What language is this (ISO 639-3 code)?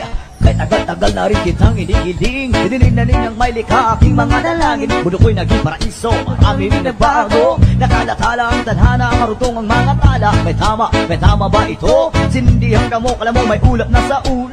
fil